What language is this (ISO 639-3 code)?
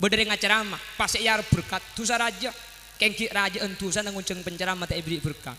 mad